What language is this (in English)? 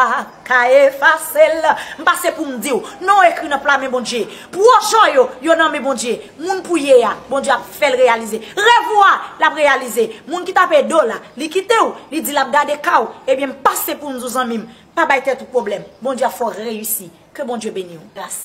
Haitian Creole